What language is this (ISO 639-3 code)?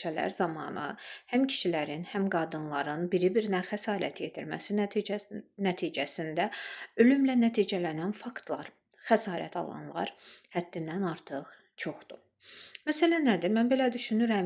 aze